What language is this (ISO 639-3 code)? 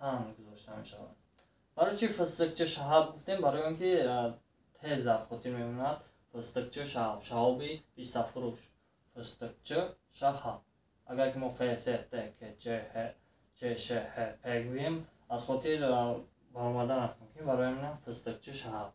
tgk